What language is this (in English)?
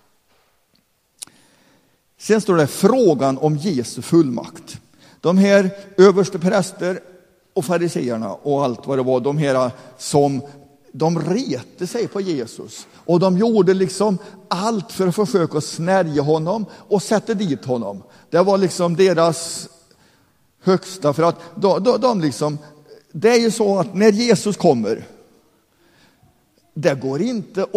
Swedish